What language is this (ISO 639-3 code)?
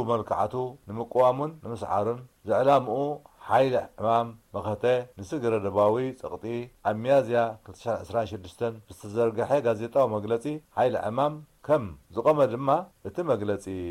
tir